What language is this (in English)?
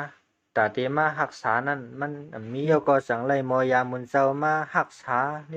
Shan